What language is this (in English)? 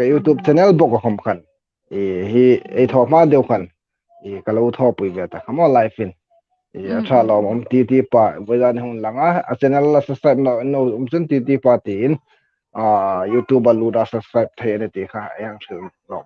Hmar